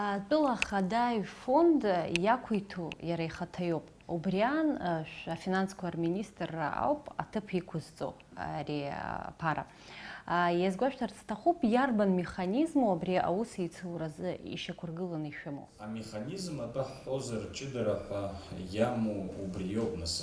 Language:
Abkhazian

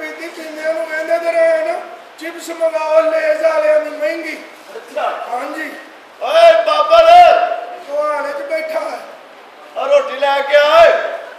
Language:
Punjabi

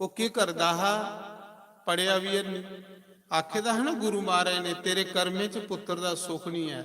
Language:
Dogri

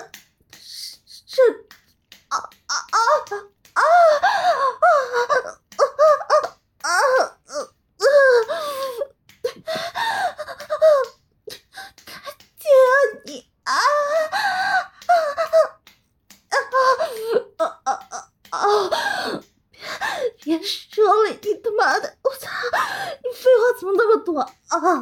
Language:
Chinese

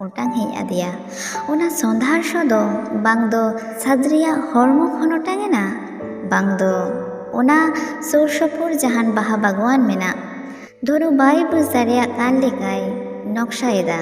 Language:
Santali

